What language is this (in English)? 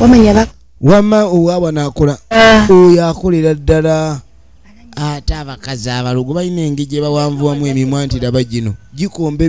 Ganda